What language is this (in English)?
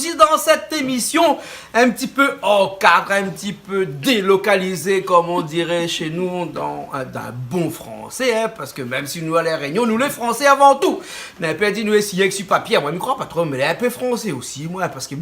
Réunion Creole French